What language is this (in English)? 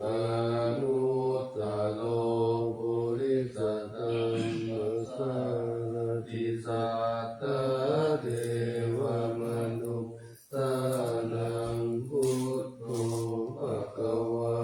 Pali